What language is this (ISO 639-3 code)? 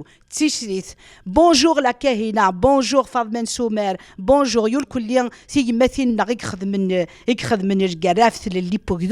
kab